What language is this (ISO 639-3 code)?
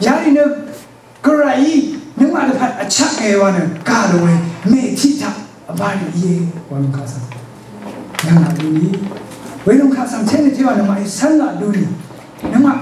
raw